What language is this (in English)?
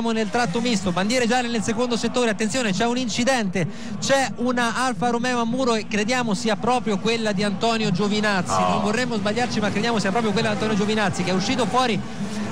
Italian